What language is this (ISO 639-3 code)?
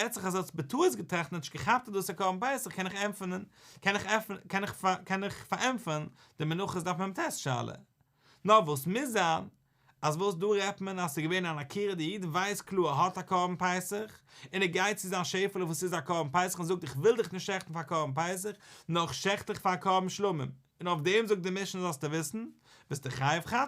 yid